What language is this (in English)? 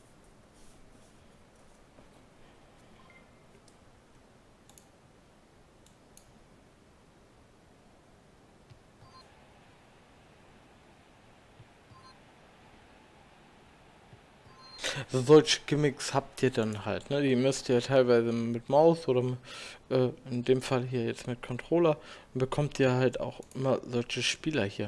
German